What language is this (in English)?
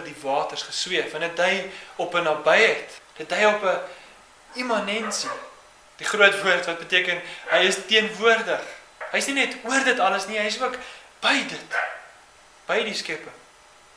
Afrikaans